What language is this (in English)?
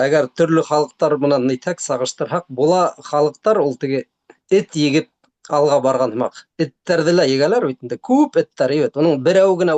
Bashkir